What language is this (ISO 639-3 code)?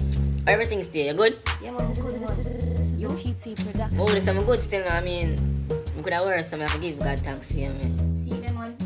jam